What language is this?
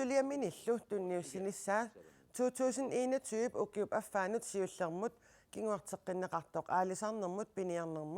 Kalaallisut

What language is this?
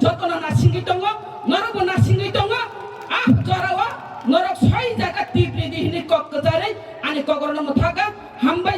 Kok Borok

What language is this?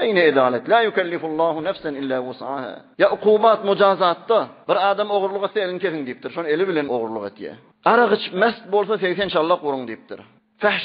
Turkmen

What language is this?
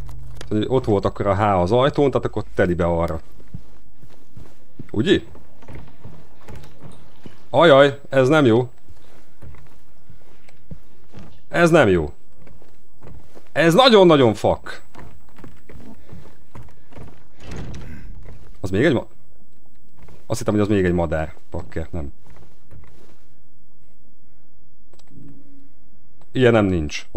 Hungarian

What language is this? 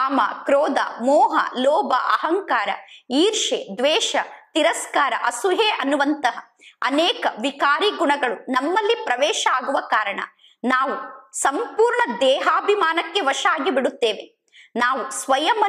Kannada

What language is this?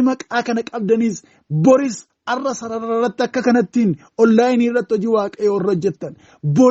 Oromo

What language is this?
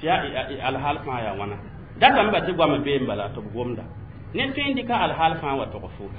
Mossi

